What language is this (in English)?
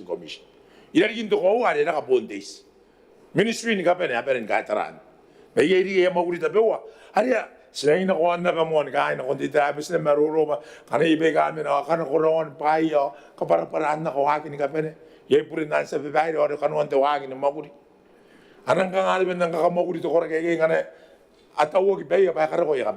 Gilbertese